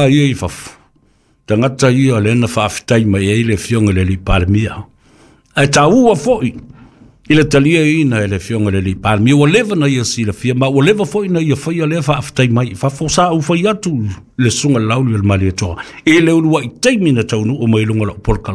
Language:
Samoan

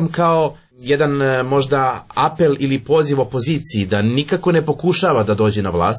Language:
Serbian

